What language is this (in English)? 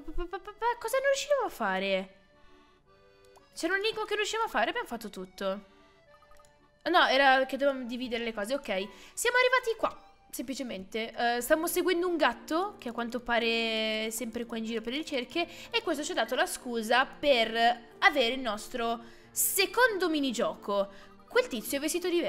Italian